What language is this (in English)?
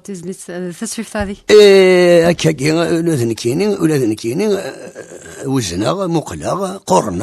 Kabyle